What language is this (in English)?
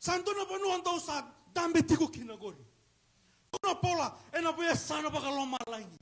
Fijian